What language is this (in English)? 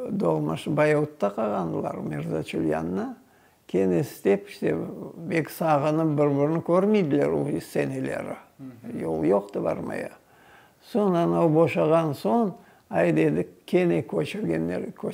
Crimean Tatar